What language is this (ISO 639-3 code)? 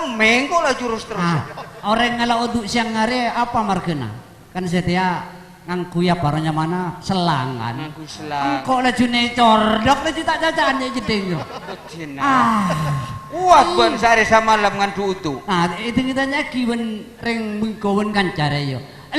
mad